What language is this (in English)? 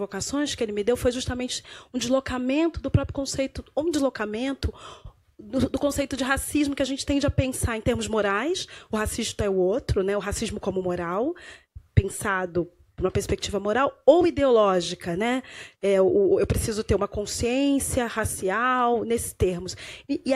Portuguese